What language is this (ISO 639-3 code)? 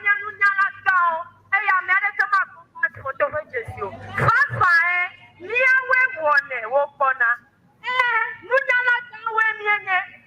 ewe